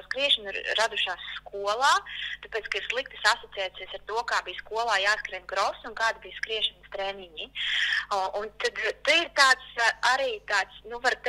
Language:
Latvian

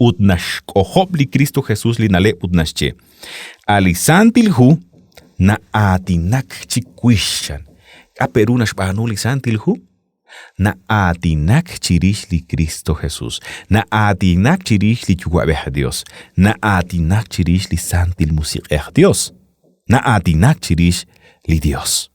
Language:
Kekchí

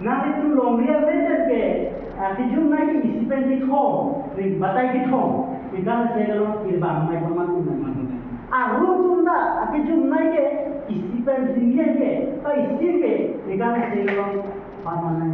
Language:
Karbi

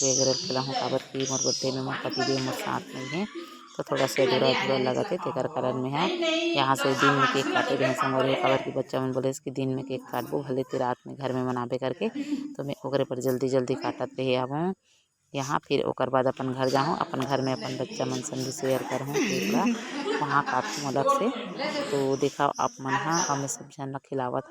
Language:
Chhattisgarhi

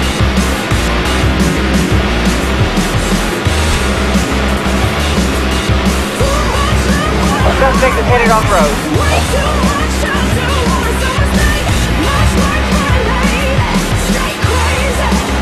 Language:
English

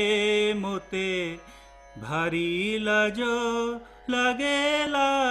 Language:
Odia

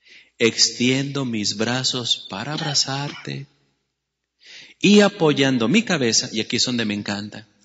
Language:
Spanish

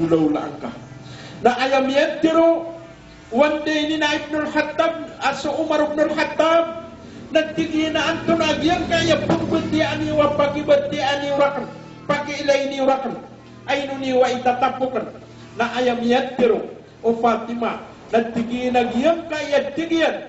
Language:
Maranao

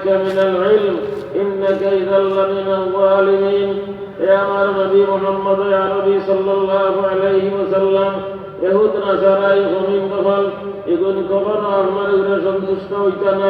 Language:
Sylheti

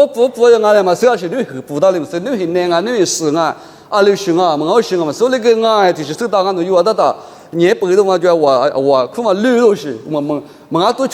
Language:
Lisu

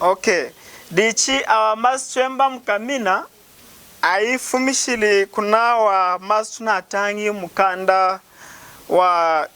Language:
Lunda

